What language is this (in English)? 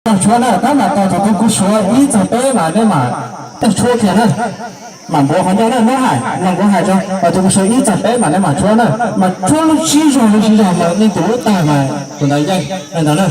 Hmong